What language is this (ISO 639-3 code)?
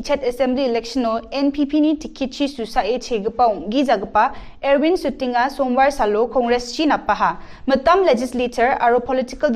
grt